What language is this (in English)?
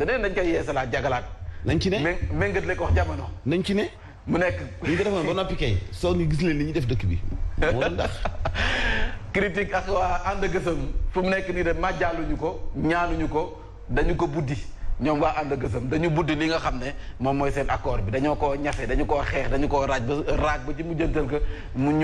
Wolof